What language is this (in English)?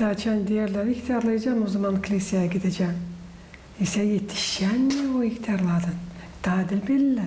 Gagauz